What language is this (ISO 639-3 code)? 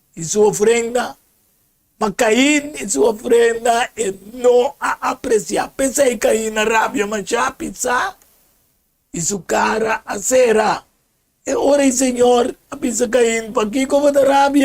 pap